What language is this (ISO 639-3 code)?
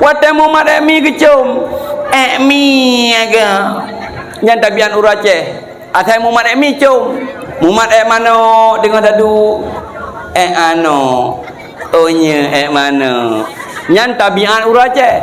ace